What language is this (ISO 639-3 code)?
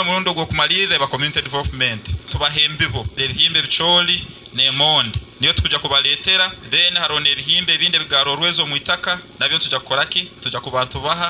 nyn